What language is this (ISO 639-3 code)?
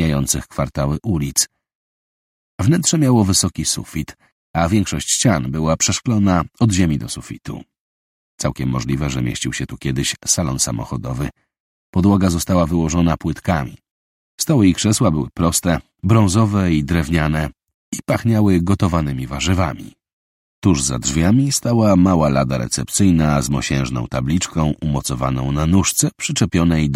pol